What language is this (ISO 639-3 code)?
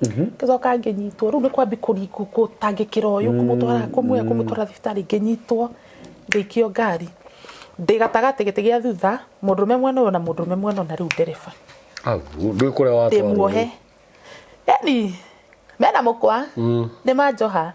kik